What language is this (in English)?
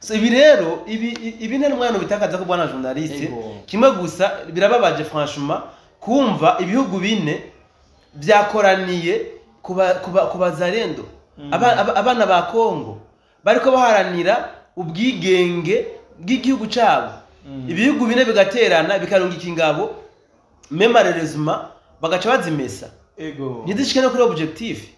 Rundi